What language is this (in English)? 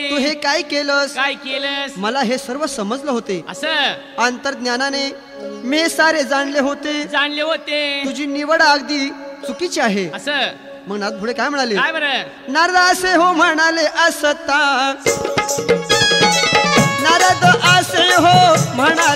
Marathi